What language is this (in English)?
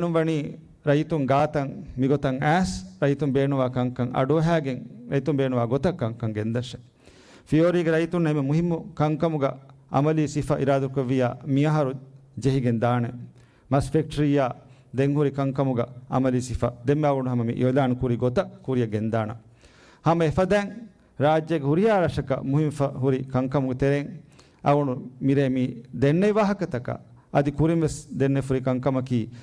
Divehi